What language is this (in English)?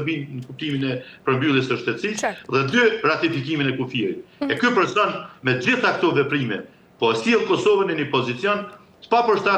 Albanian